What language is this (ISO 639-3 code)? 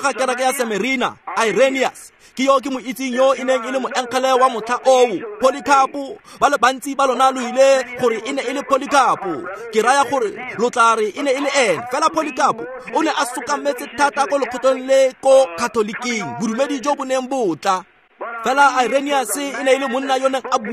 tsn